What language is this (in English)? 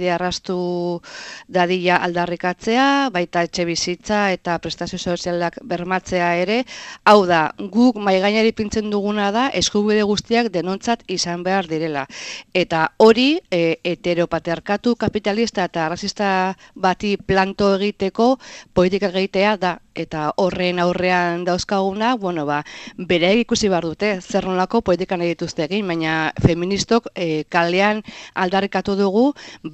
Basque